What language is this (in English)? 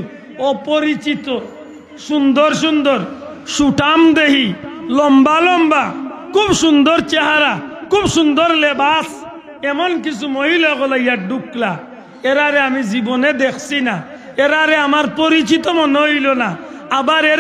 Sylheti